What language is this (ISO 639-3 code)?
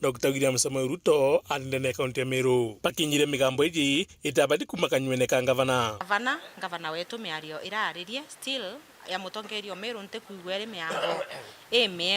mer